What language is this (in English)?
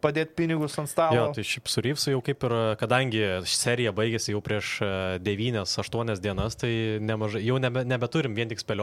Lithuanian